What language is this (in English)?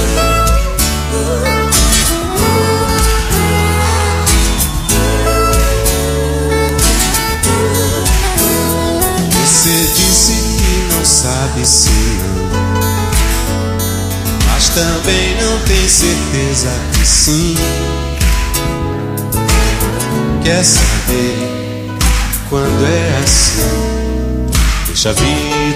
Portuguese